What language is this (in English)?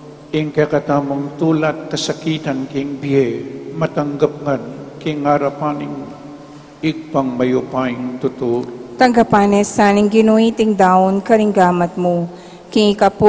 Pampanga